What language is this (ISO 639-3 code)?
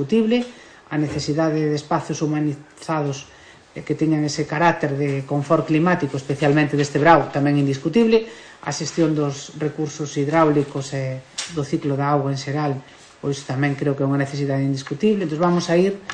glg